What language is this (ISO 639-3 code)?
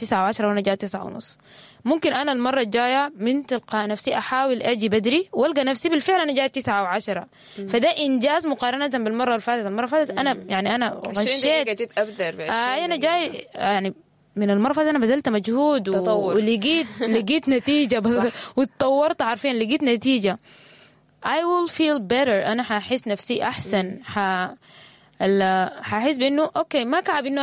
apd